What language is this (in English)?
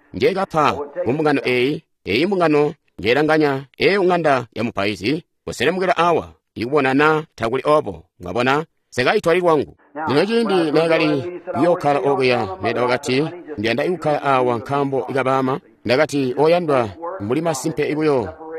Tonga (Zambia)